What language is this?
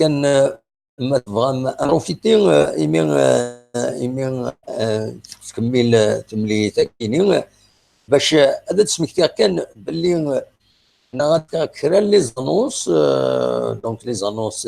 Kabyle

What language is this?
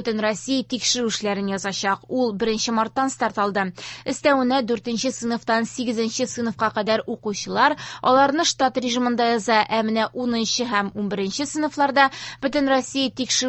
Tatar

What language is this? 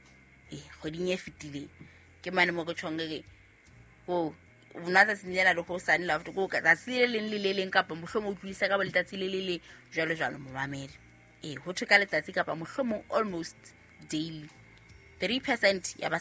Southern Sotho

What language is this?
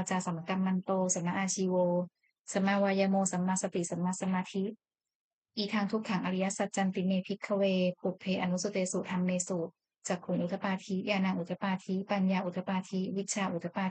Pali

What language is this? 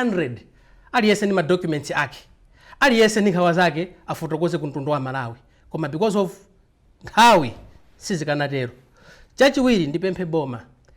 Nyanja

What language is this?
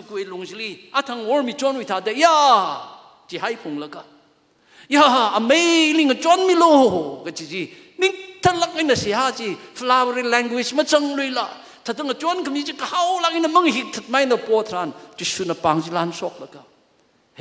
Tangkhul Naga (India)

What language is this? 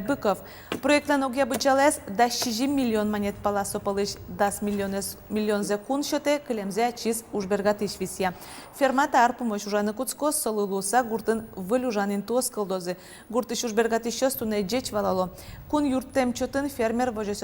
Udmurt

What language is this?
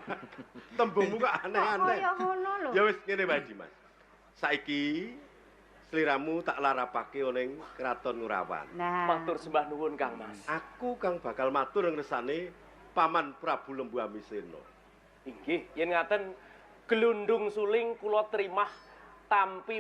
Javanese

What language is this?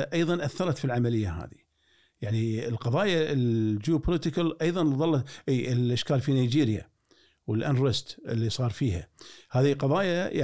Gulf Arabic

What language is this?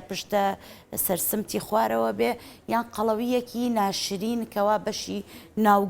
Central Kurdish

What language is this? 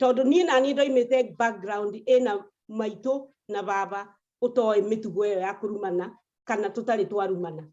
Kikuyu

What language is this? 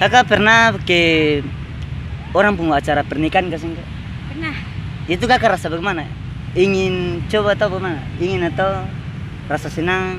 Ambonese Malay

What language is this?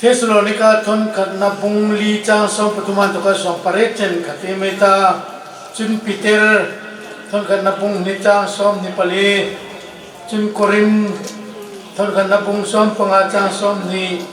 Hmar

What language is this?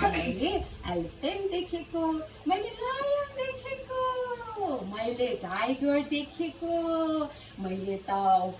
Nepali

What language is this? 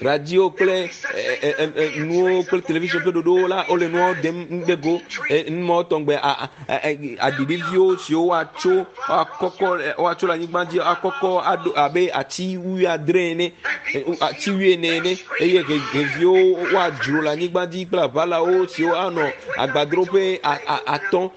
Ewe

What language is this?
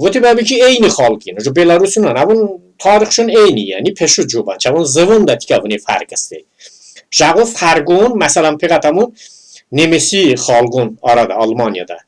Talysh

